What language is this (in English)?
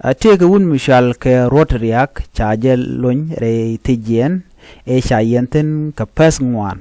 Nuer